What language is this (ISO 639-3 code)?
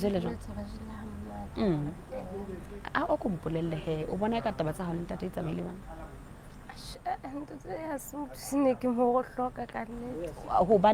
sot